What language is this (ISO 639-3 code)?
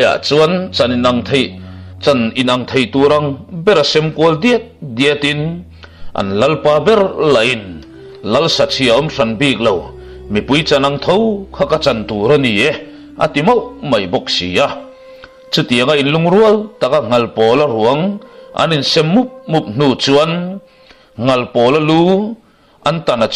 lus